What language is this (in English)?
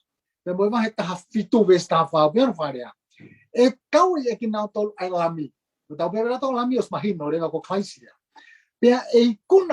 Tongan